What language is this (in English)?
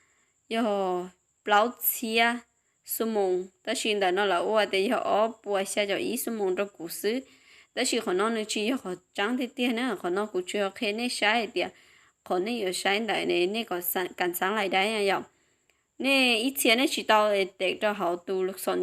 Hmong